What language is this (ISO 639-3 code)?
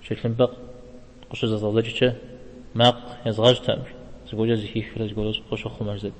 kbd